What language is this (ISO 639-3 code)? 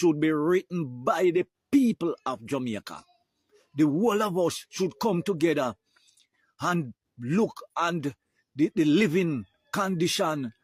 jam